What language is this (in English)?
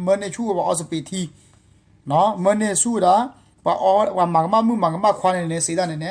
S'gaw Karen